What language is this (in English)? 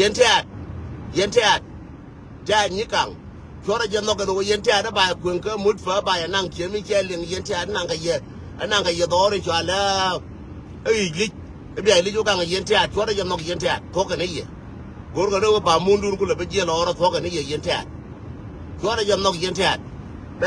Nuer